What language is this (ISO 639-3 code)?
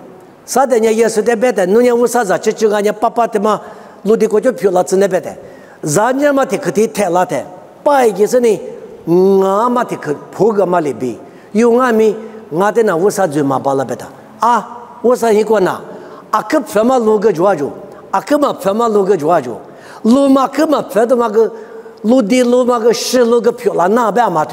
lis